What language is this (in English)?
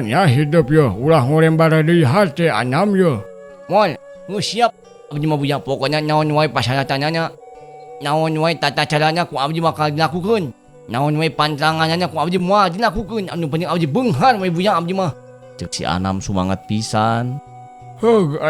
Sundanese